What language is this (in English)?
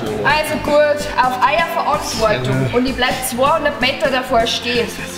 Bavarian